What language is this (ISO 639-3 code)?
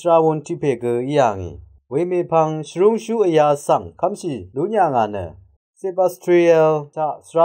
raw